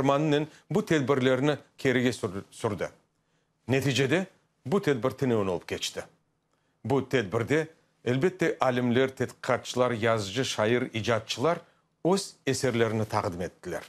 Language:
Crimean Tatar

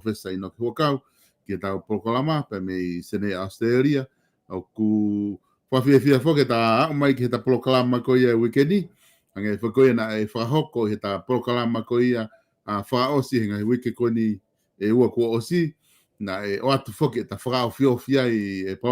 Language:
Tongan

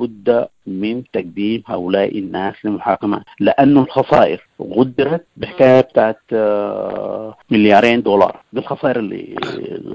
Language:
Sudanese Arabic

